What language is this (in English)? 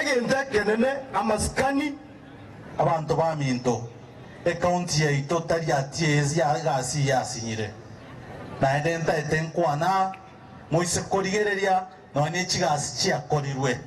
Gusii